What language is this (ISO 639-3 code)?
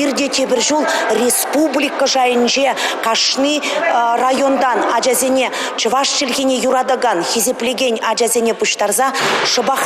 chv